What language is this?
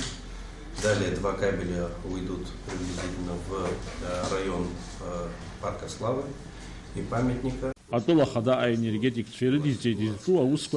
Abkhazian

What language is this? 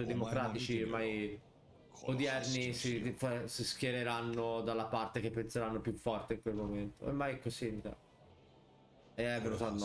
Italian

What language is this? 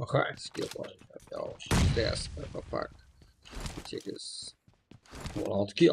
Kara-Kalpak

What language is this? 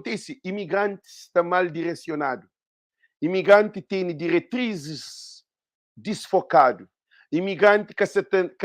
Kabuverdianu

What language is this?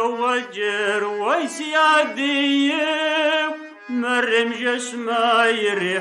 Kabardian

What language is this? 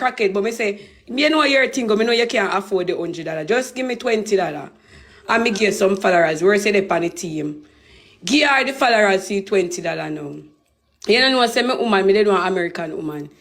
Jamaican Creole English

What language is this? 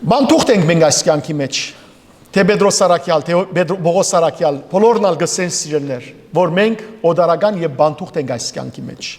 Western Armenian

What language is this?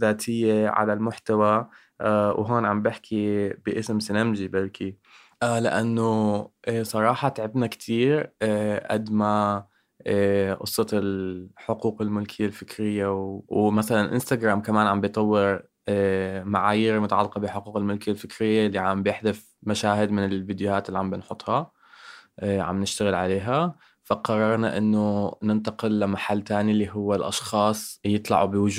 North Levantine Arabic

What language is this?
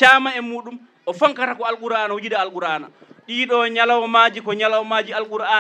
Fula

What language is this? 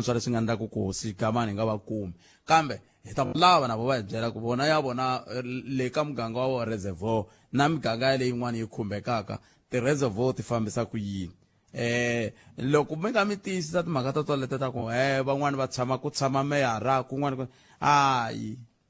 Tsonga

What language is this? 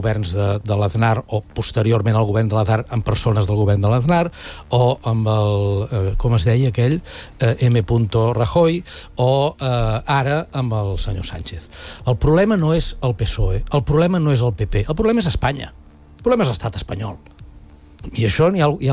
Catalan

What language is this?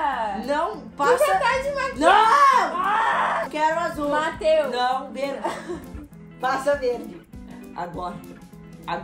Portuguese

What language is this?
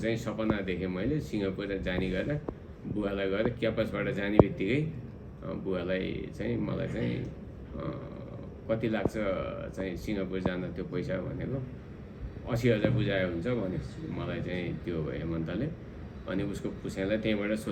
Nepali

